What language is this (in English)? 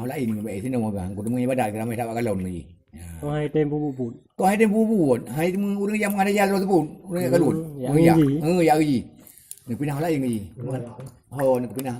Achinese